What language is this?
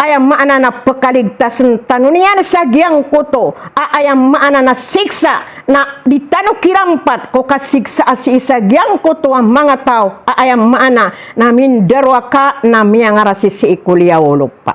Maranao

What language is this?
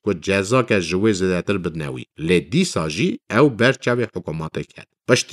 Kurdish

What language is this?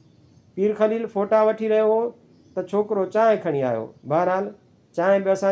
Sindhi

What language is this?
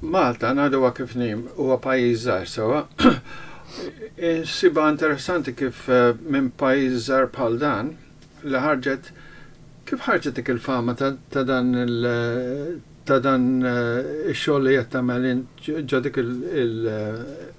Maltese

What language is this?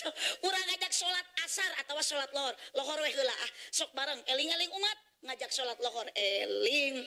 Sundanese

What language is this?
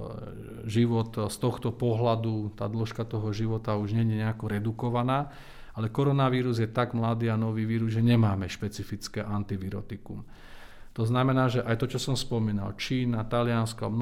Slovak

